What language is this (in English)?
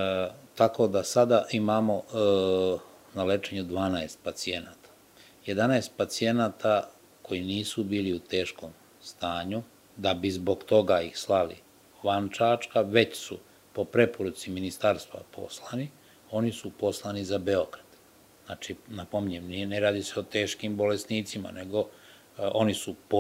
Serbian